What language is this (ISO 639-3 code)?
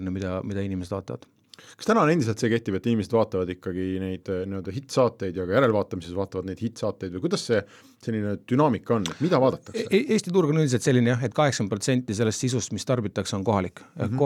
est